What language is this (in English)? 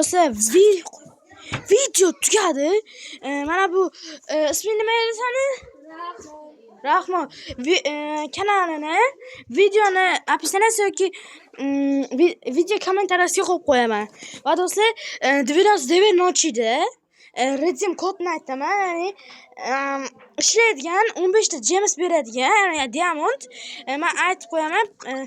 Uzbek